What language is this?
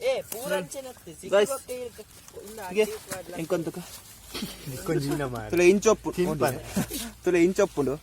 Tulu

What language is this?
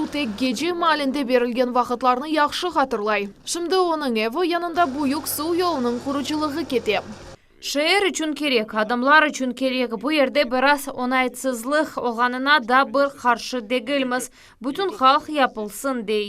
Crimean Tatar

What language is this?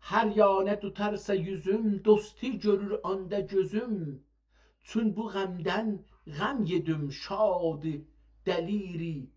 South Azerbaijani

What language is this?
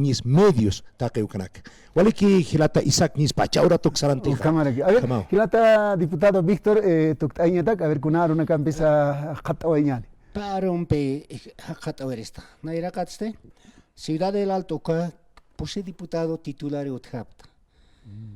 Aymara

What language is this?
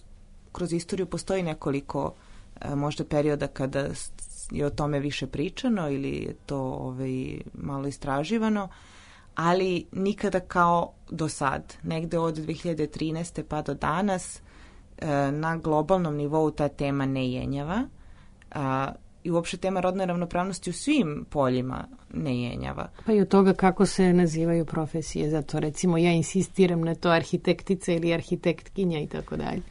Serbian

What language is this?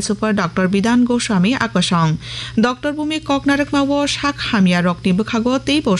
Kok Borok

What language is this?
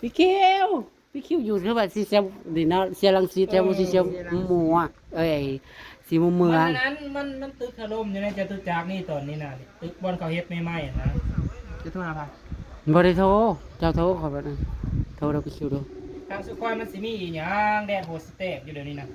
Northeastern Thai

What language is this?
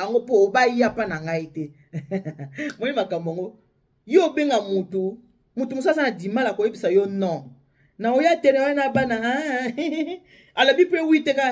Lingala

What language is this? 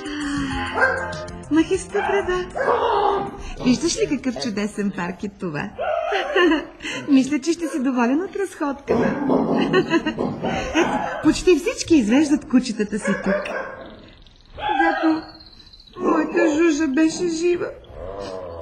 Bulgarian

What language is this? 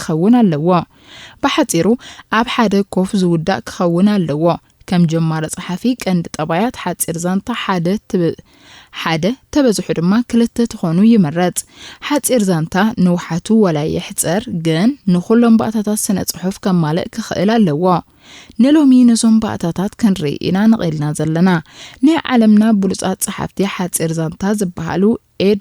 Tigrinya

